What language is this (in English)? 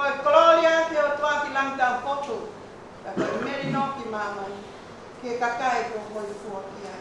Tongan